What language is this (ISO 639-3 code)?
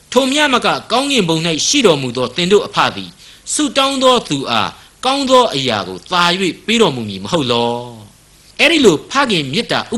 mya